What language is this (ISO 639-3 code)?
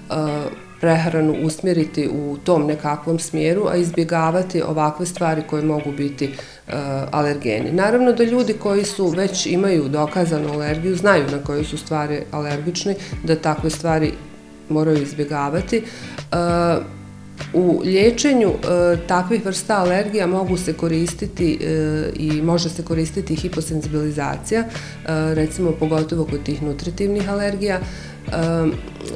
bos